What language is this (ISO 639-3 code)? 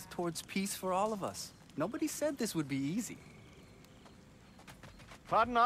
zho